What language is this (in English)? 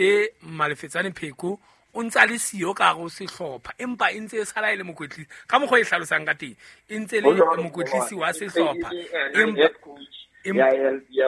Southern Sotho